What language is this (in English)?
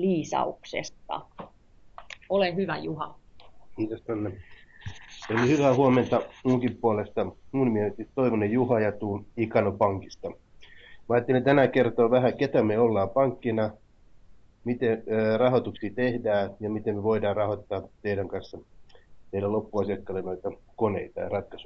Finnish